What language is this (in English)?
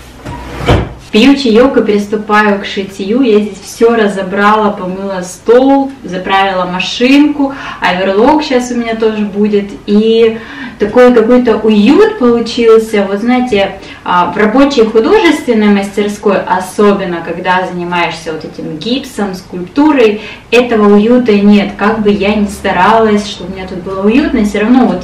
Russian